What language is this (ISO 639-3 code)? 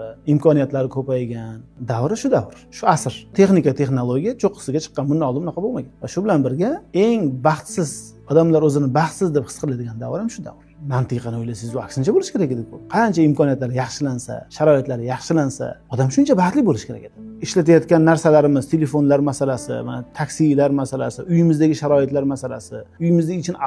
uzb